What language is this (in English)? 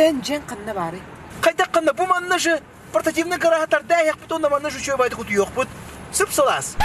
Yakut